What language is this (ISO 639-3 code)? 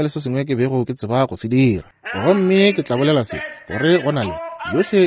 nso